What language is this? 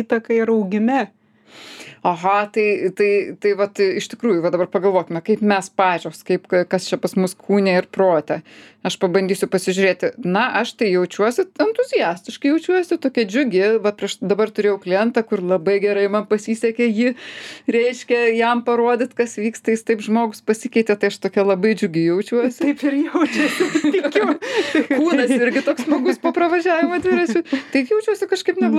Lithuanian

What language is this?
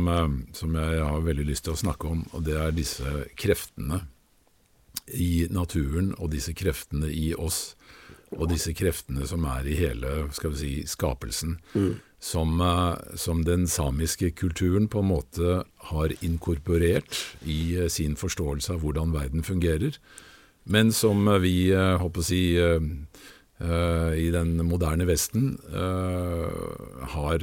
Norwegian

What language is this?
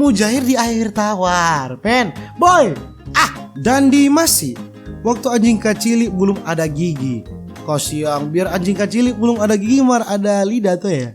Manado Malay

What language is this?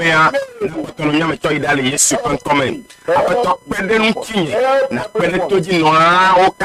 Ewe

